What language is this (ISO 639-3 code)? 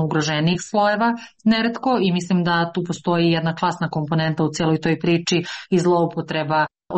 srp